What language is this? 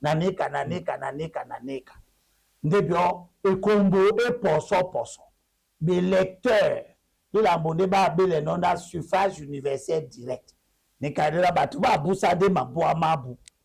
Duala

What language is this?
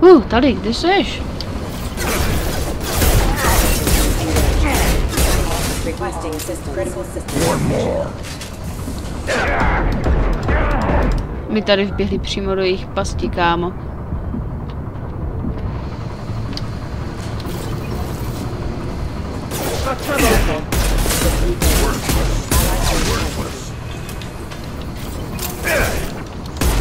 Czech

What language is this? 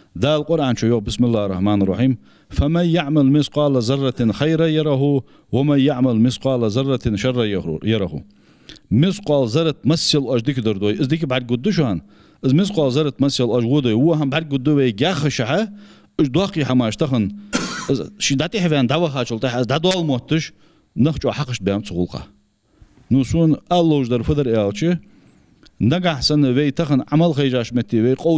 Ingush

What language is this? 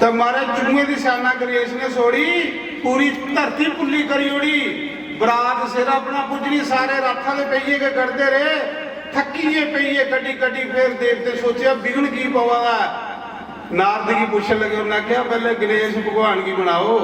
Dogri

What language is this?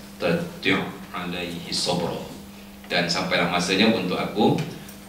Malay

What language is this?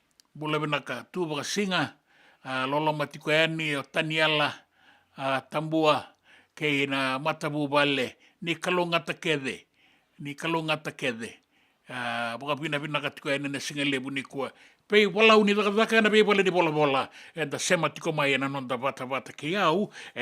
Fijian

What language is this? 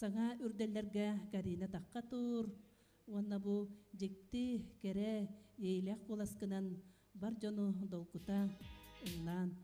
Yakut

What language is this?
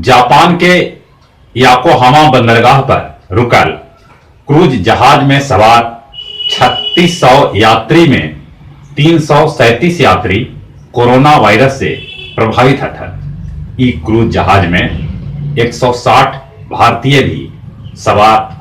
Magahi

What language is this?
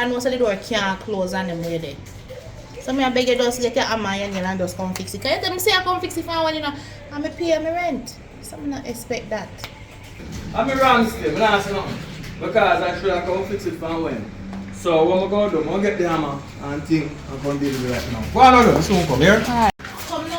Jamaican Creole English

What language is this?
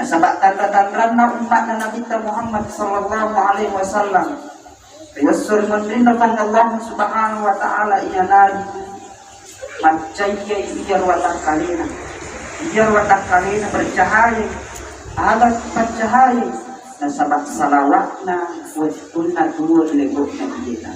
Buginese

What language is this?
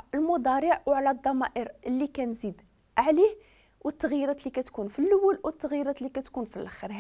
Moroccan Arabic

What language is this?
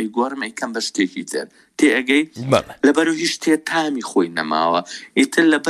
Central Kurdish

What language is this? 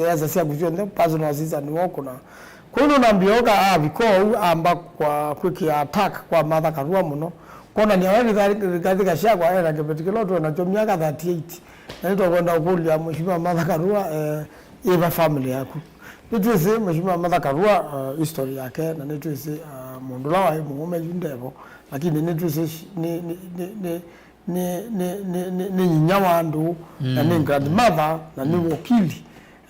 Kamba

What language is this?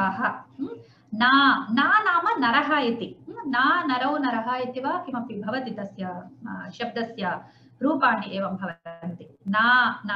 Sanskrit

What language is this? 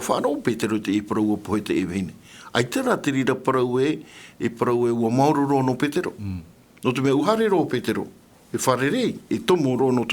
Tahitian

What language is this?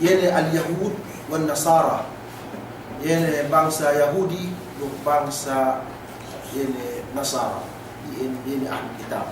Yakan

